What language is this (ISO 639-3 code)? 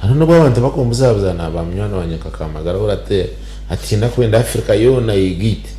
nyn